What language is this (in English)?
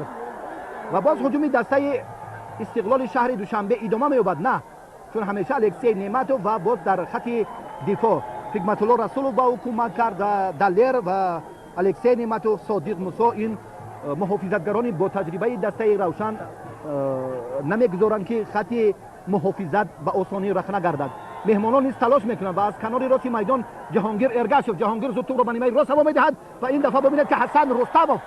Tajik